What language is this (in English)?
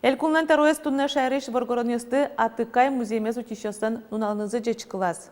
Udmurt